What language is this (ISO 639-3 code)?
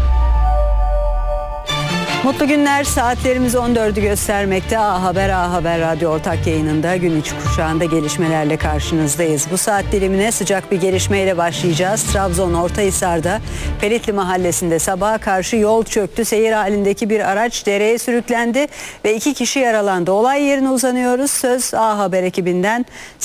tur